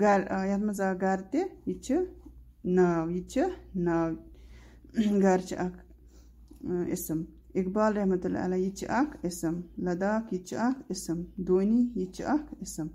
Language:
Kashmiri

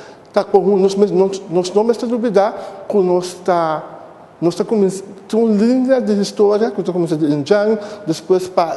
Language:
Papiamento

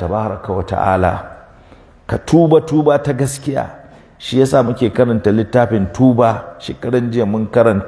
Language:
Hausa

